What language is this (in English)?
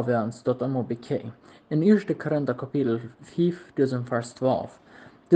Plautdietsch